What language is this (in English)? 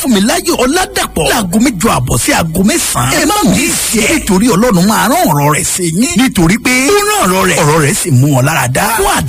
Yoruba